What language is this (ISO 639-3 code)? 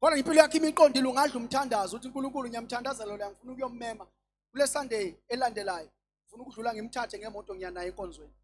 zul